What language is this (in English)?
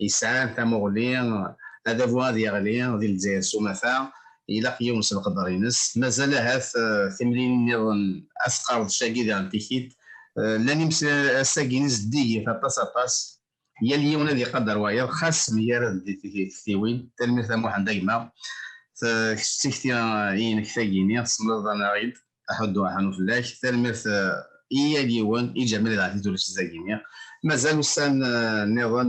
Kabyle